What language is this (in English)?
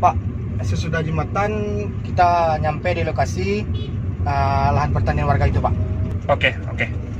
Minangkabau